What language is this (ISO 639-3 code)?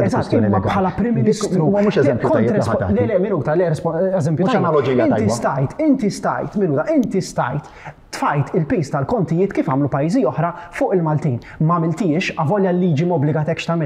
mlt